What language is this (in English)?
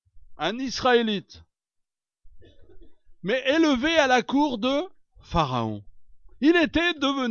French